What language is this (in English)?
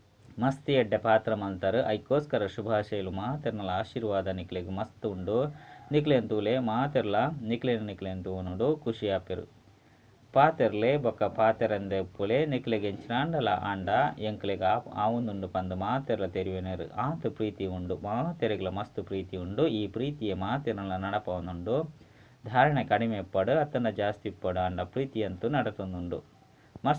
Tulu